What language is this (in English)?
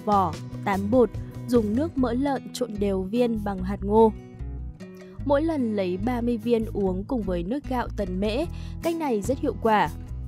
Vietnamese